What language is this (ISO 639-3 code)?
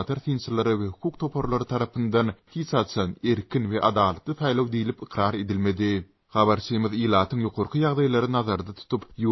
tuk